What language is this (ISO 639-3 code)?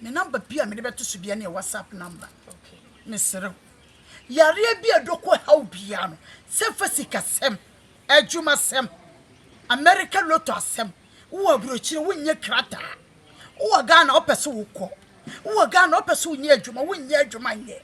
aka